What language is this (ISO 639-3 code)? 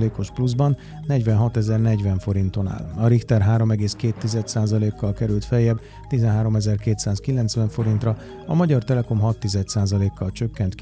hun